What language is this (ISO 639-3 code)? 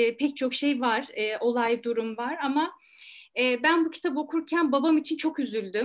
tur